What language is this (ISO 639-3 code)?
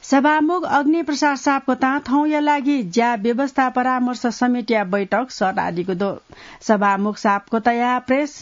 new